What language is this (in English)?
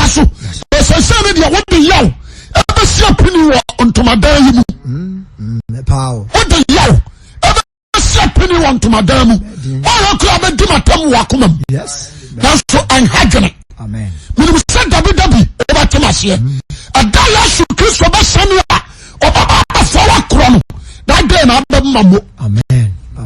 Akan